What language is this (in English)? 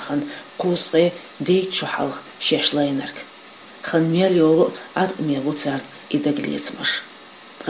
Chechen